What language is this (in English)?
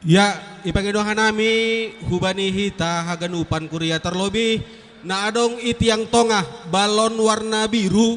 Batak Simalungun